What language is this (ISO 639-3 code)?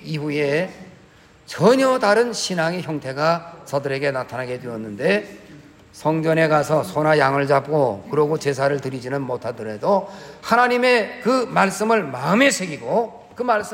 kor